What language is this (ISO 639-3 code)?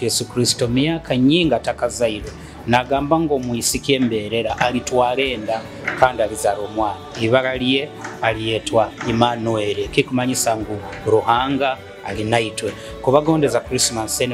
nyo